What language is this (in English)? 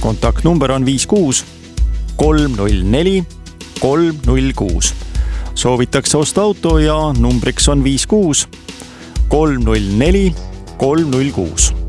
Estonian